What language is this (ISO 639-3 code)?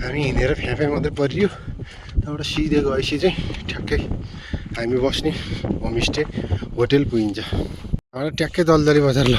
nep